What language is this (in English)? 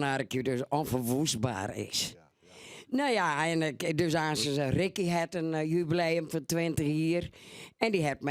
Western Frisian